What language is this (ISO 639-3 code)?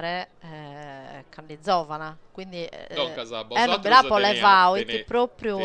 srd